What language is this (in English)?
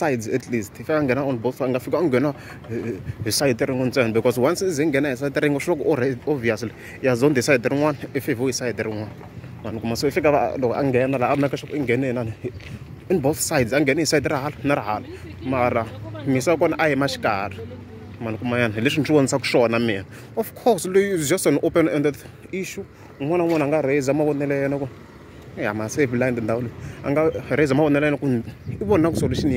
Tsonga